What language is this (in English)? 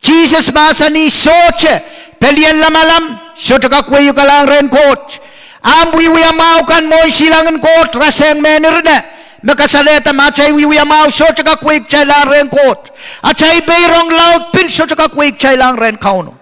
Pohnpeian